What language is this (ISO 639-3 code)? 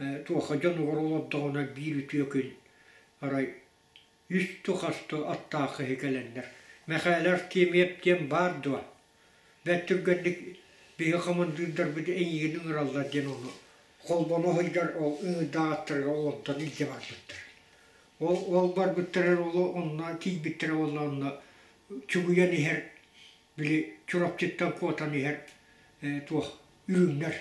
sah